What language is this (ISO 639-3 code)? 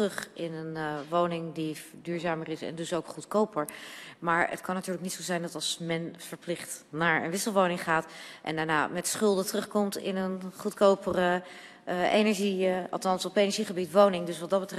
nld